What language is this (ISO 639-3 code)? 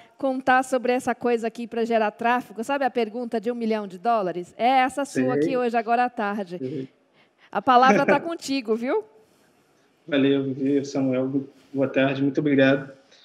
por